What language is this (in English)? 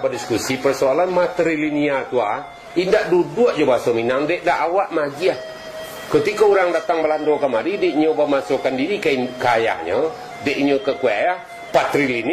Minangkabau